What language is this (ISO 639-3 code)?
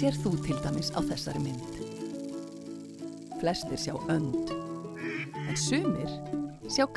isl